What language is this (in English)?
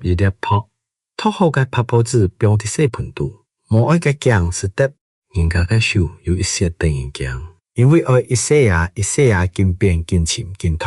Hakka Chinese